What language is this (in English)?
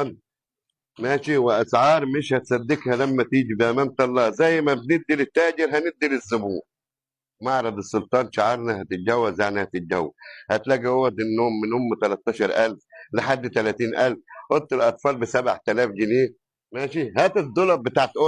Egyptian Arabic